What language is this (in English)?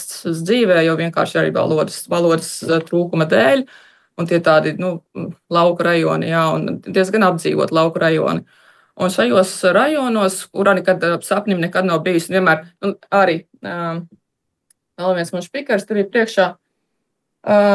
Latvian